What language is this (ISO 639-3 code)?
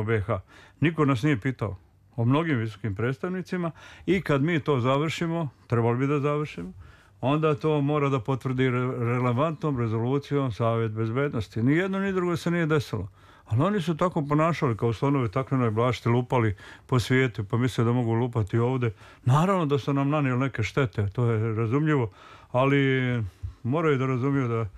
srp